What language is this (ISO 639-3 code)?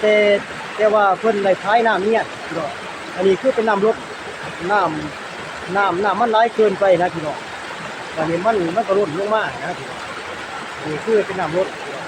lao